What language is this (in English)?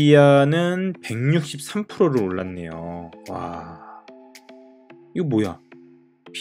Korean